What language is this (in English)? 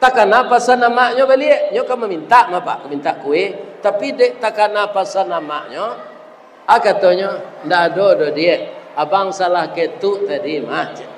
Minangkabau